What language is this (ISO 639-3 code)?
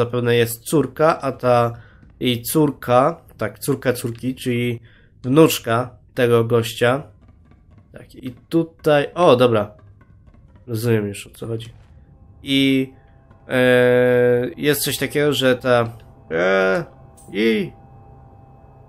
pol